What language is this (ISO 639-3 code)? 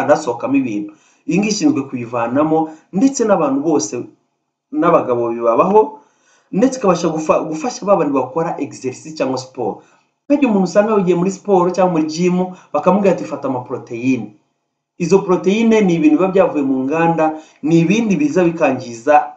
kin